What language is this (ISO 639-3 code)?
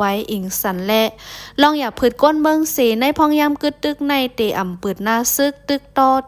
shn